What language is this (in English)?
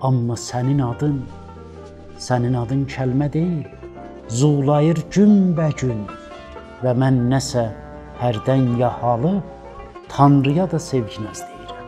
South Azerbaijani